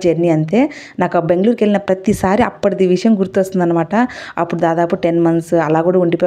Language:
Telugu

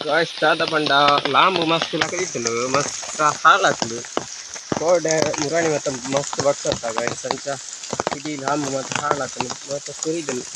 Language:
Tulu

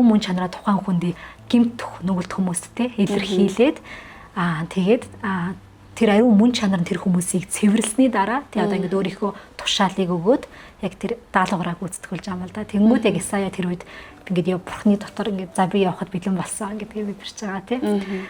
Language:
Mongolian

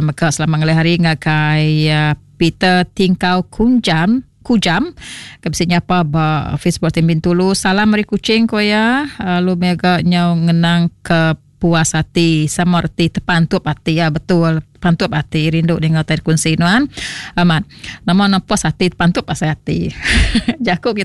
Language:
Iban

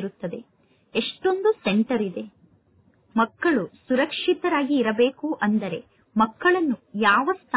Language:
Kannada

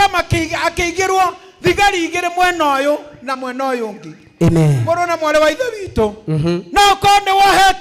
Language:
Kikuyu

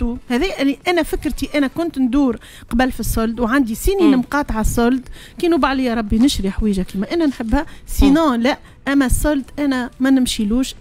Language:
Tunisian Arabic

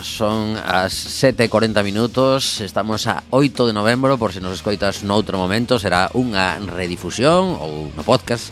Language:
Galician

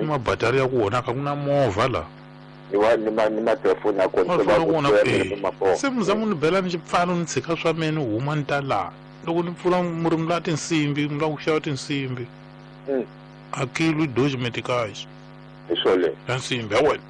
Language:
Tsonga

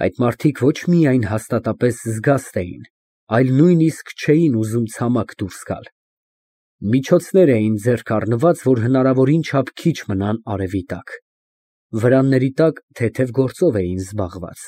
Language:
Armenian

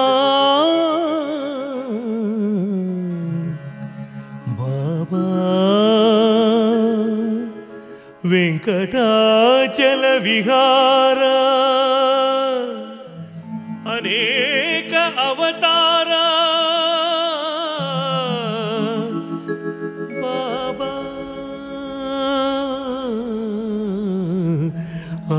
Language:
Kannada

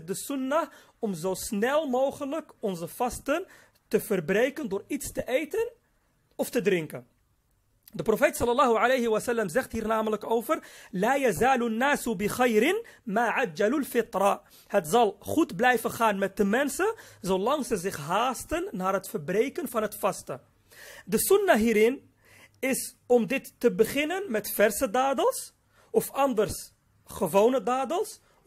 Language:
Dutch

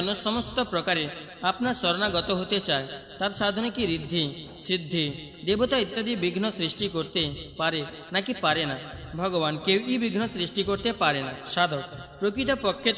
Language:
Bangla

